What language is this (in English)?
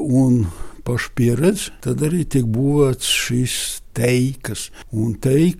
Latvian